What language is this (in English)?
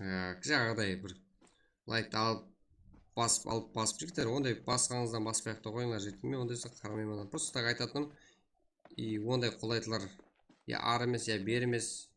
Kara-Kalpak